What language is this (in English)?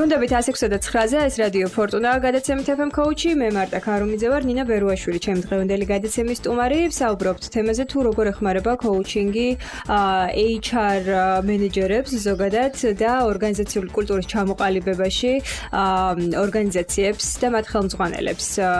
Georgian